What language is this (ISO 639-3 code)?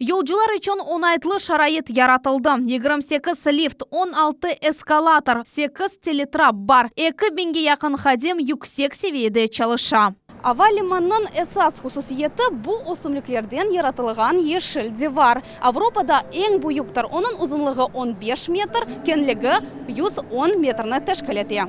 crh